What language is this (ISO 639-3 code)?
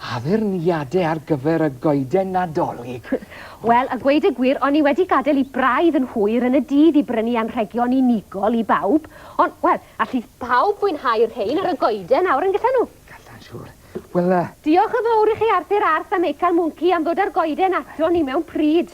cym